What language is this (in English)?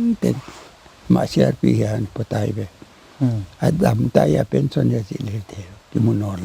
Paite Chin